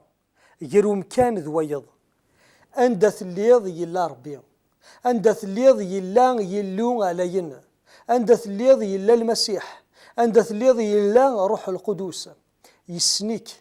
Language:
Kabyle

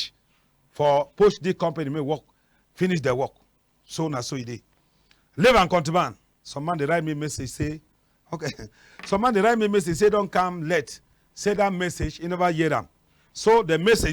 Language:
Cameroon Pidgin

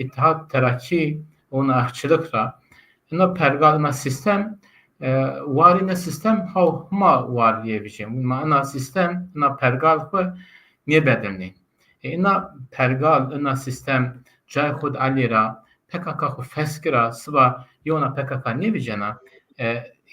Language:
Zaza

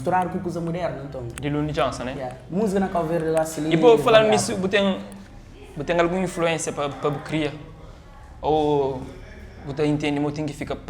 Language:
Kabuverdianu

